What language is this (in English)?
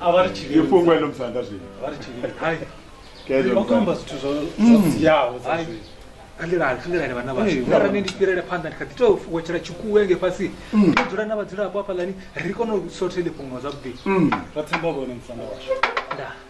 Venda